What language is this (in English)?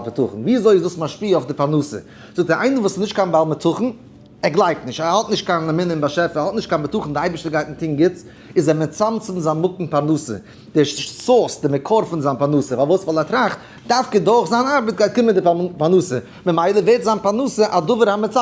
Yiddish